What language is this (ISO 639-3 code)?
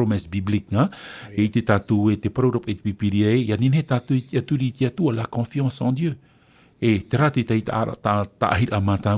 tah